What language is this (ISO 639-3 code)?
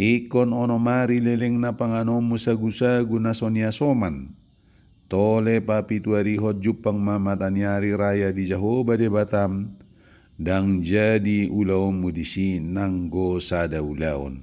bbc